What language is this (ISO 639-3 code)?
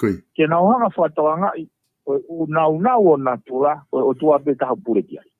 ton